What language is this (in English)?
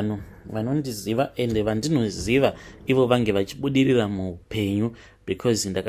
Shona